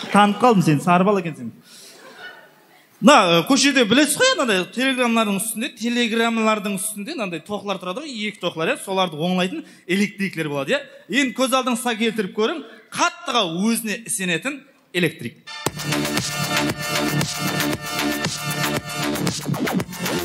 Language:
Kazakh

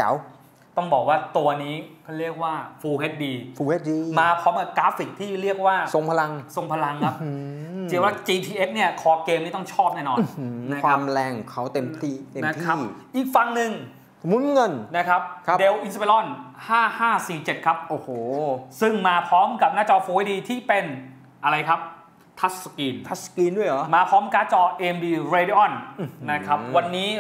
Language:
Thai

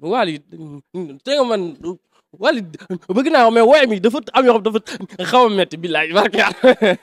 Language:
Wolof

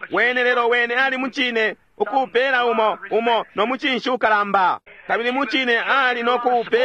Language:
Bemba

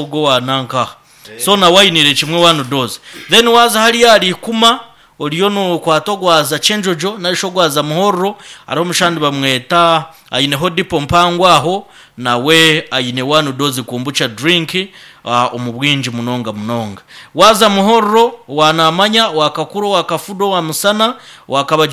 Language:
Nyankole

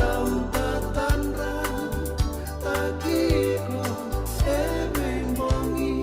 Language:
Fijian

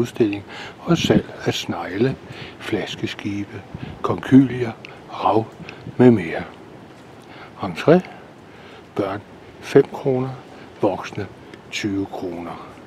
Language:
Danish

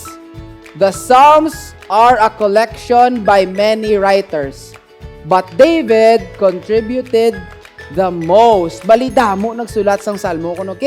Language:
Hiligaynon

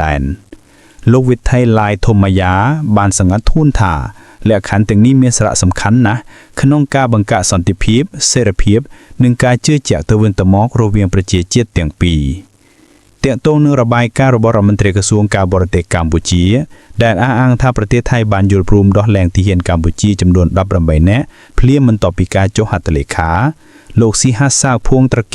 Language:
Khmer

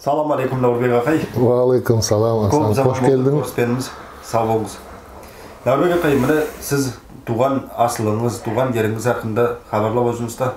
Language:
Nogai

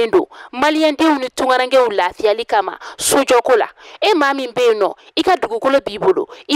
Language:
Bambara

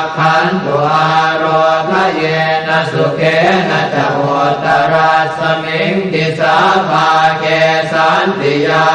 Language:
Pali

